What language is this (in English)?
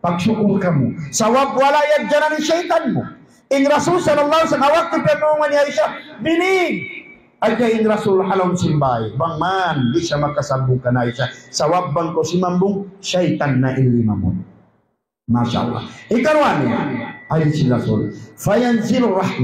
Tausug